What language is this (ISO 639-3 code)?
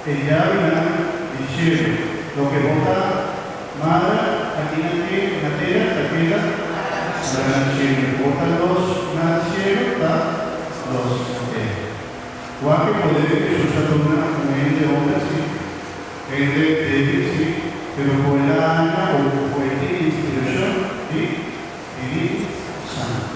pap